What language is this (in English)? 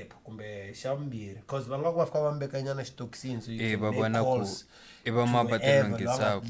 Tsonga